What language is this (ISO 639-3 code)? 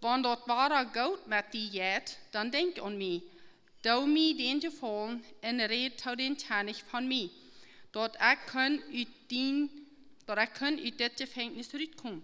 pdt